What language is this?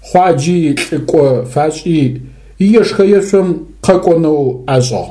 Adyghe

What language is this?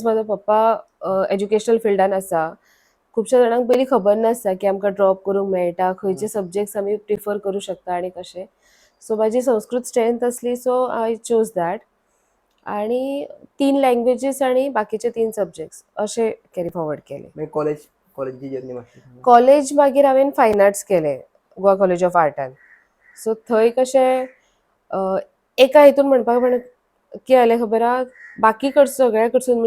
Konkani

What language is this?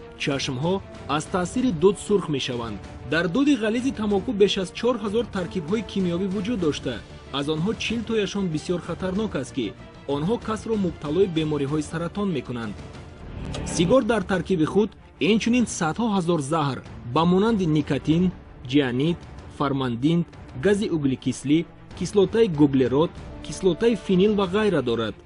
Tajik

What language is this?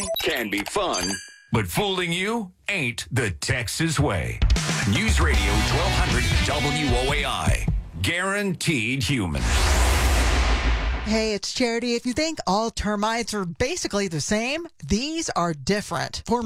English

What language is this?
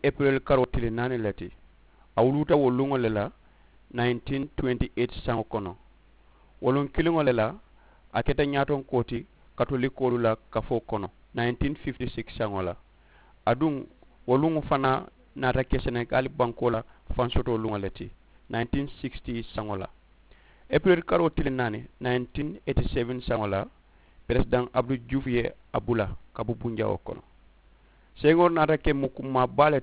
Mandingo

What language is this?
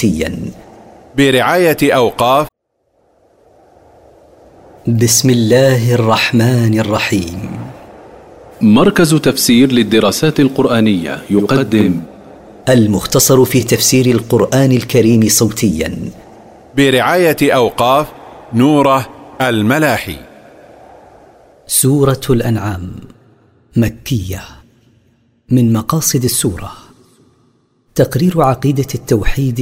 Arabic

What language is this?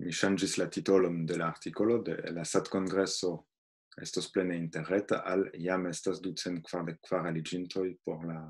Esperanto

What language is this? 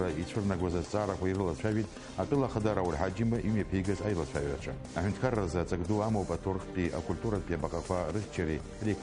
Abkhazian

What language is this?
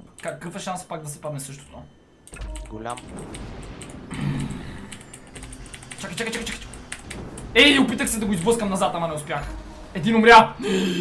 Bulgarian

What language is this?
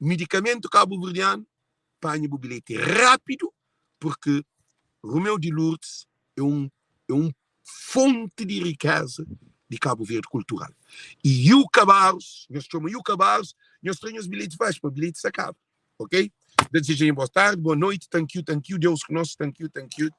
Kabuverdianu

